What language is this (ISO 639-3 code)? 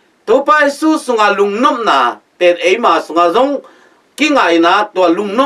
ctd